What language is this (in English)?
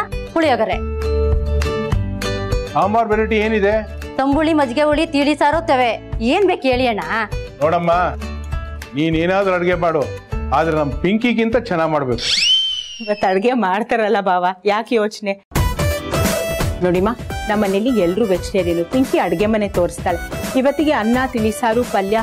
Kannada